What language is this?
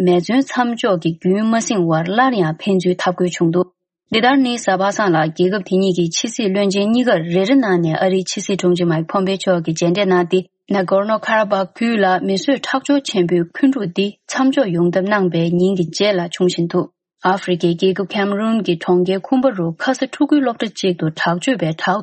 Tibetan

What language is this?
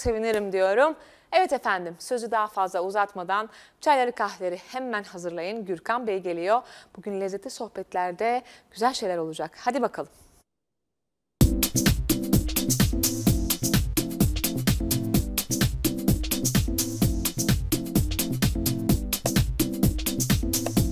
Turkish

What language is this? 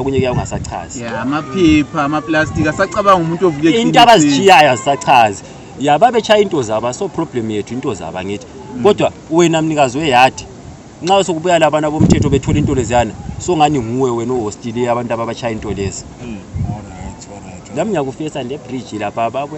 North Ndebele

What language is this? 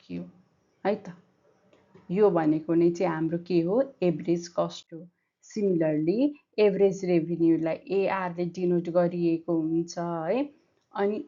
Nepali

